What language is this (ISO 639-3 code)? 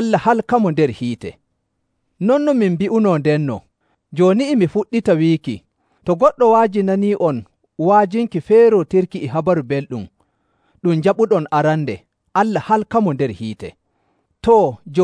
fuv